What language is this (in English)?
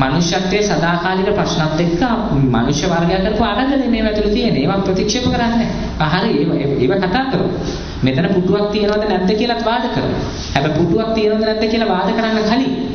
Sinhala